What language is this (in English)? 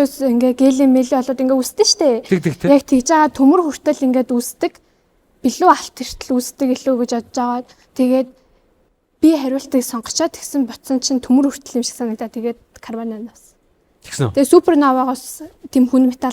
Mongolian